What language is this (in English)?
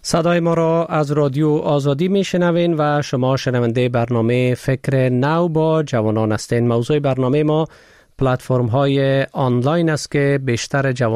Persian